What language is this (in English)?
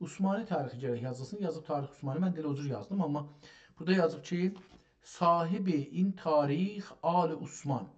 South Azerbaijani